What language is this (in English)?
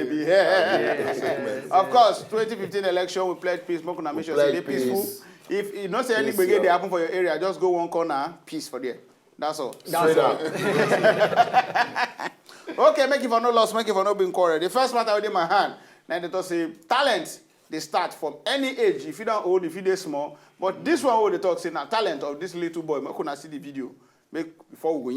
Nigerian Pidgin